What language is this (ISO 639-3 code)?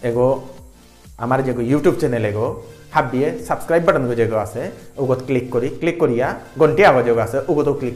bpy